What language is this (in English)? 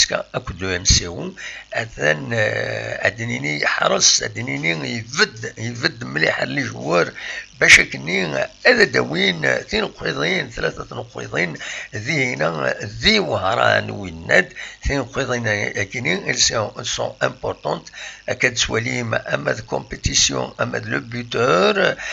Kabyle